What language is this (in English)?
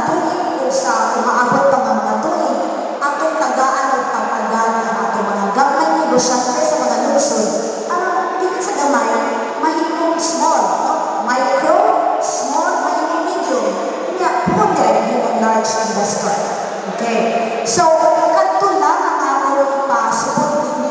Cebuano